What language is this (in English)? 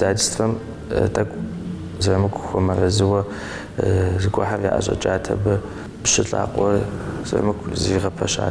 Kabardian